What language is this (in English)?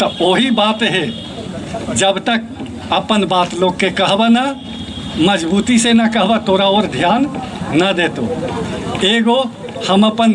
Magahi